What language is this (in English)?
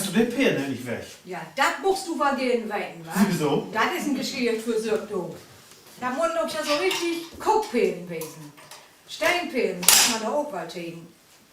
Low German